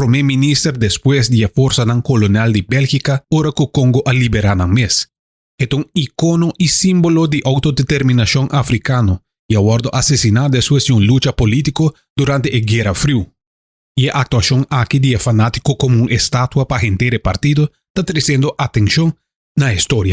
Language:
Papiamento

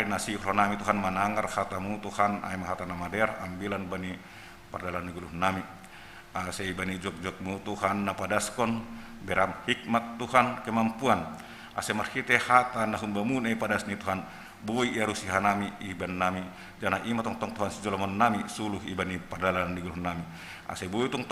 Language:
Batak Simalungun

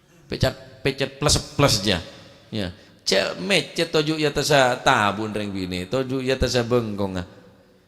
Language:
Madurese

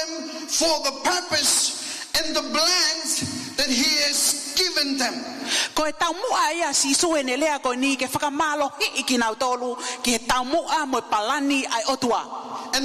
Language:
Tongan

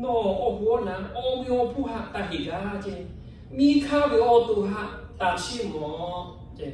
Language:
Lahu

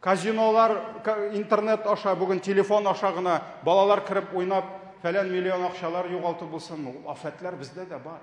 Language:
Tatar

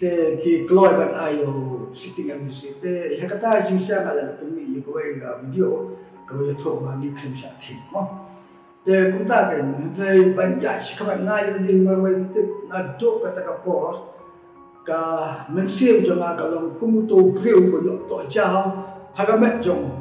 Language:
Khasi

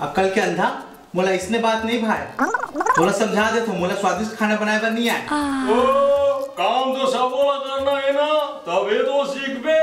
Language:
Chhattisgarhi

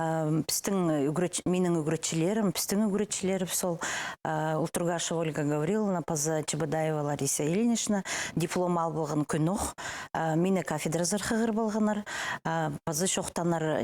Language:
Khakas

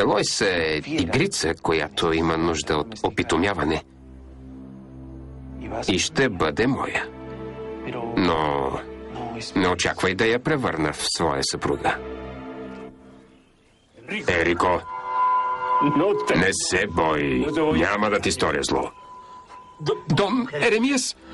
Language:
Bulgarian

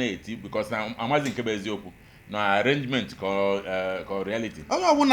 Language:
Igbo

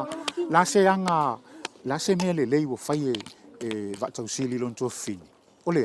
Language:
Samoan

